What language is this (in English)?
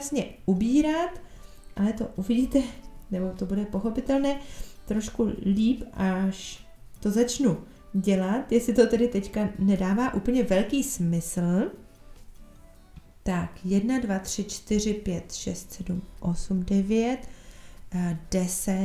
Czech